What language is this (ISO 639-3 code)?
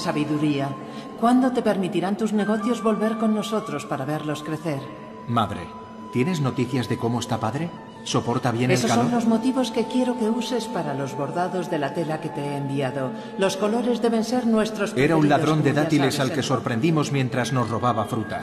spa